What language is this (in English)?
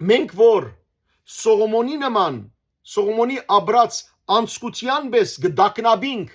Western Armenian